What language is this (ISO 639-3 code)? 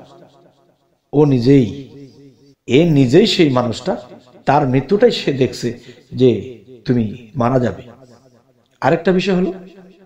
ben